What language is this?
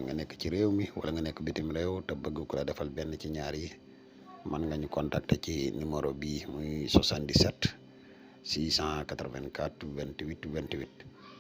Wolof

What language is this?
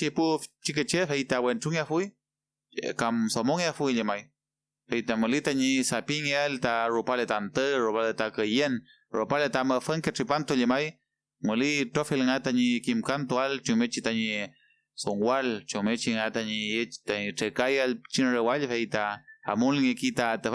Mapuche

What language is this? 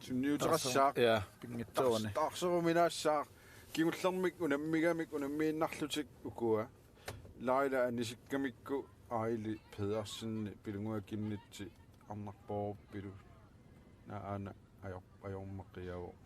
Kalaallisut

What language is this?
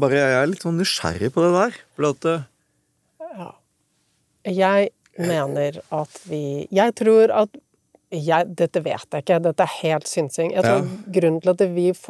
Norwegian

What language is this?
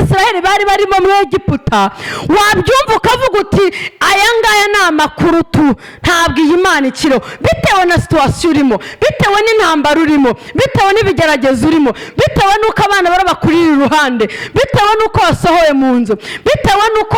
Kinyarwanda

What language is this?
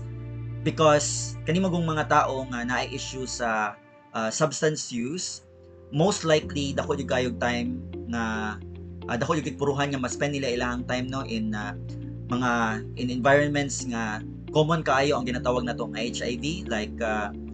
Cebuano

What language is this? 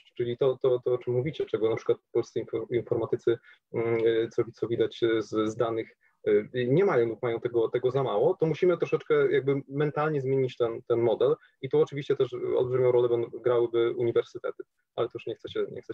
Polish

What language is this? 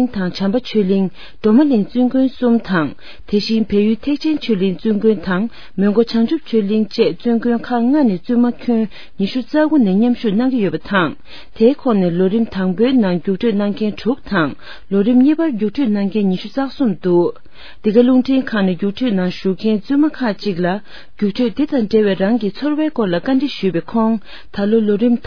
Tibetan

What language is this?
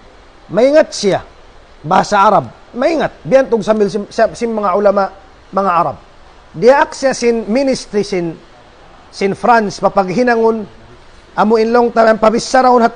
Tausug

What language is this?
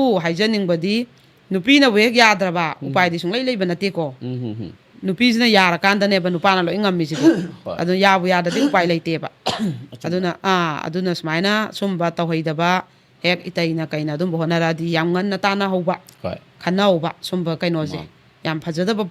Manipuri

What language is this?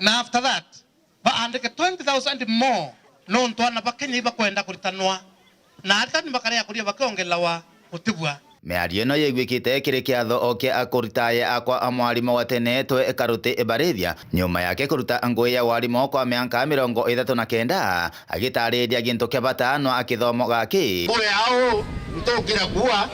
Meru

